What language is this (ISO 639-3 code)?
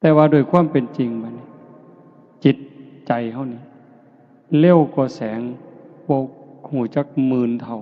tts